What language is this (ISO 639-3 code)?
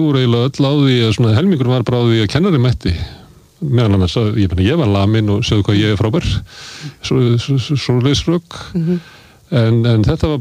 isl